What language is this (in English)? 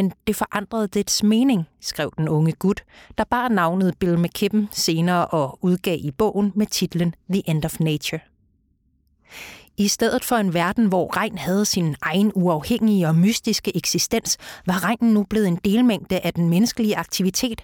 Danish